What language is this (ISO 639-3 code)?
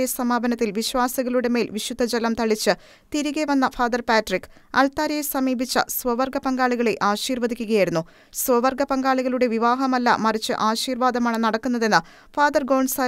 mal